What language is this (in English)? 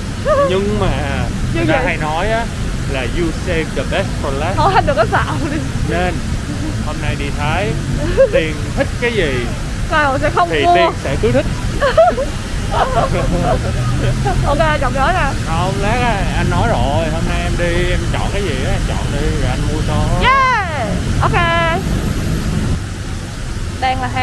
Vietnamese